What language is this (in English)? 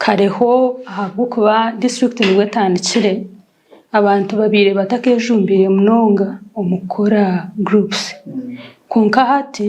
Nyankole